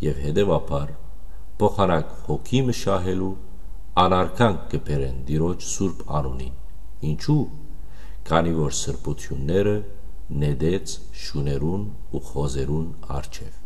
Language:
Western Armenian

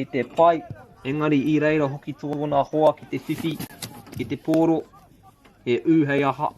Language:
Māori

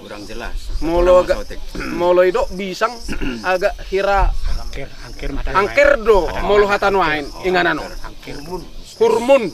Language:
Batak Toba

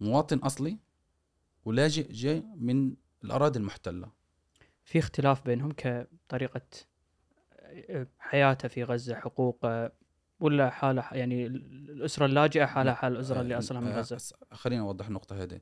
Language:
Gulf Arabic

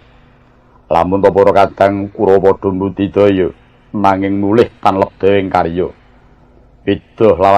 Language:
Javanese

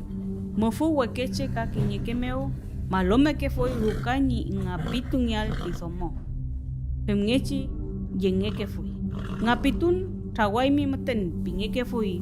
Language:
Mapuche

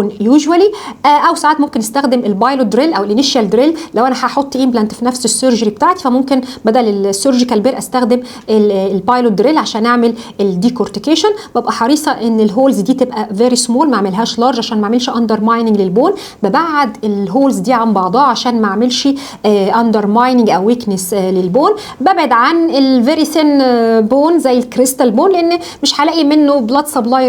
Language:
Egyptian Arabic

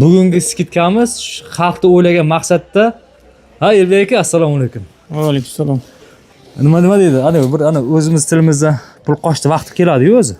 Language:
Uzbek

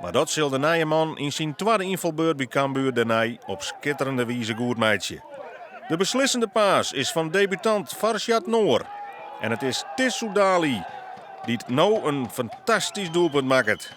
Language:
Western Frisian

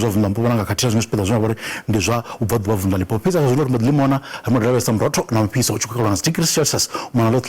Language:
Venda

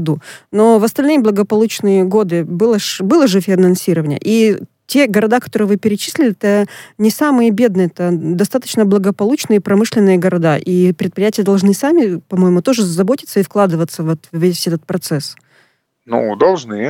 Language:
Russian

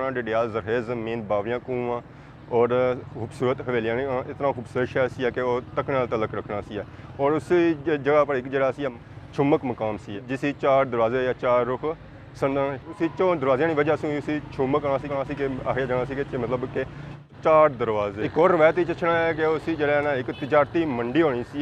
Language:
Pahari-Potwari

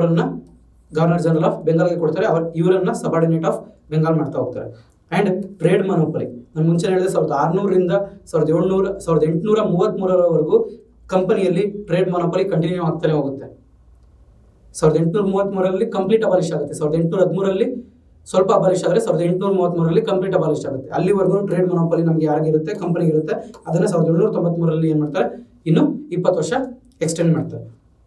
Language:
Kannada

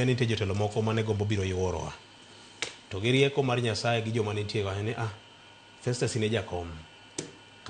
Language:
Luo (Kenya and Tanzania)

